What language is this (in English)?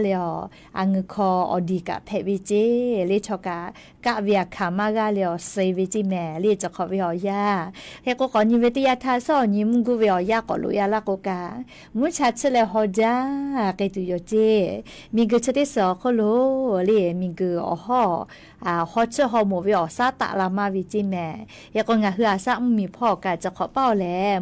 Lahu